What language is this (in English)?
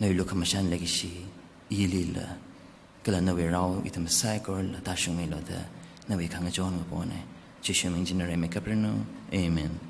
Tangkhul Naga (India)